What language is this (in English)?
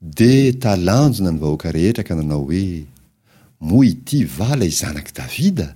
Malagasy